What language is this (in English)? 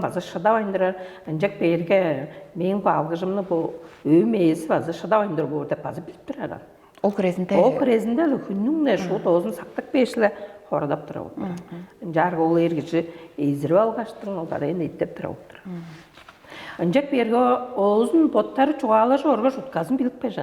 Tuvinian